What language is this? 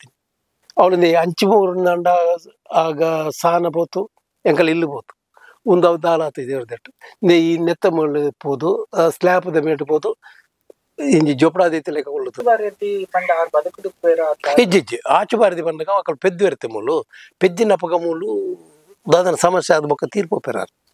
Tulu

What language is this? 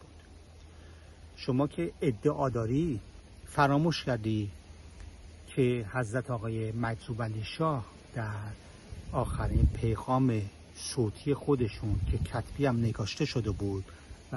Persian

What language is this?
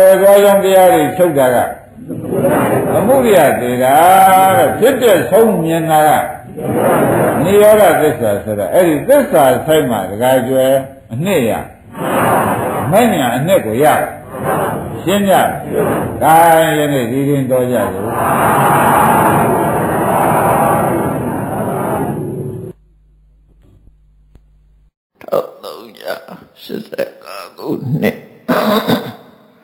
Burmese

